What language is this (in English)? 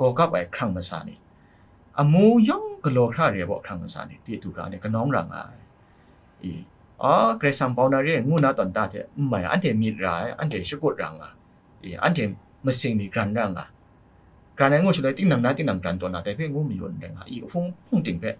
Kachin